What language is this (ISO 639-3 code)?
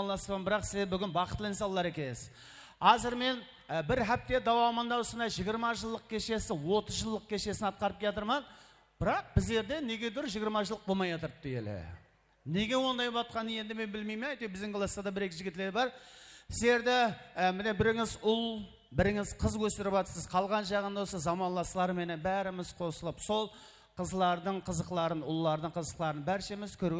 kaa